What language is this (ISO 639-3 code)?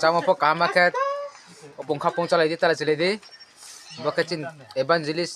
ria